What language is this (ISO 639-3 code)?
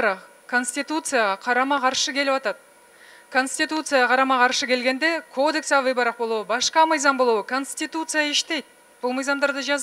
kir